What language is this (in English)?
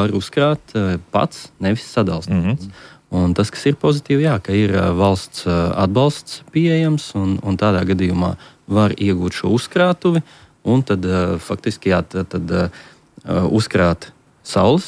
Latvian